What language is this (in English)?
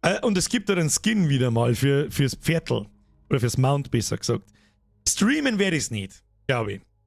Bavarian